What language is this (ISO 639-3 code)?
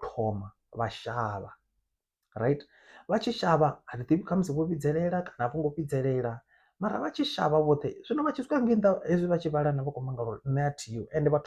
ven